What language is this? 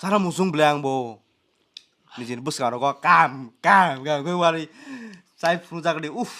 Kok Borok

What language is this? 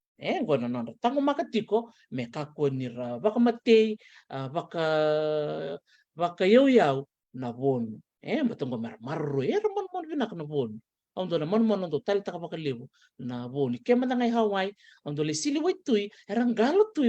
Fijian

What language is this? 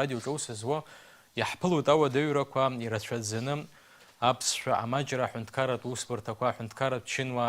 Abkhazian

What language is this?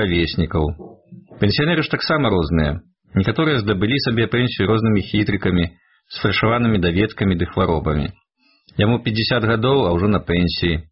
Belarusian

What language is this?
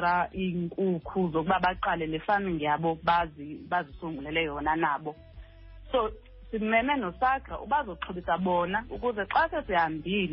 Xhosa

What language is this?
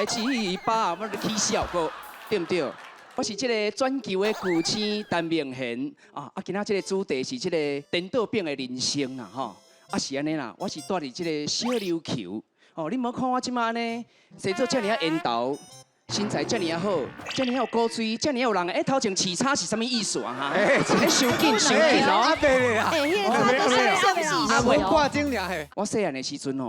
Min Nan Chinese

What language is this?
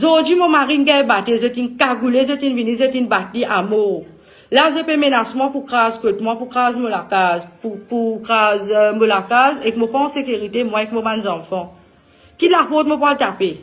Morisyen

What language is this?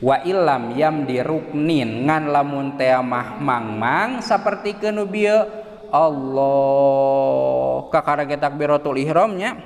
Sundanese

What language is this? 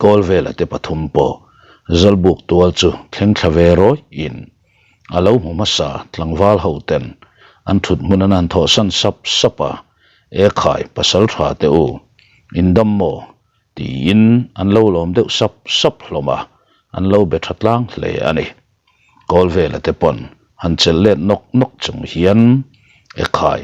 Mizo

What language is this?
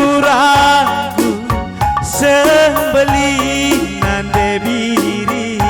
Batak Karo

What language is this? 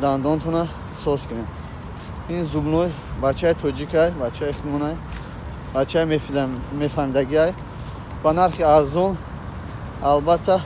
Tajik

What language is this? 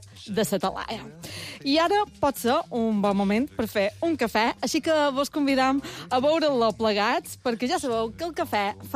Catalan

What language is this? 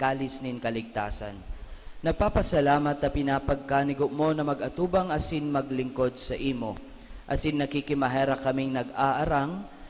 Bikol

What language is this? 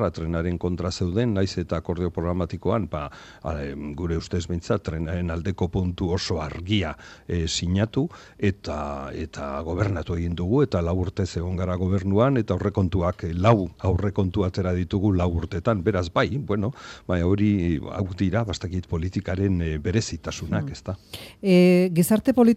Basque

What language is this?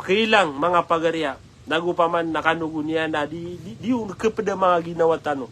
Maranao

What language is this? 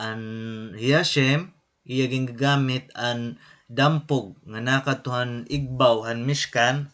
Waray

